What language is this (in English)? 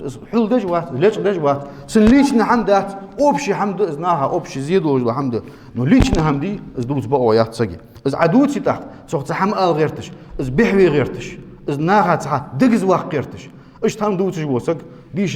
Ingush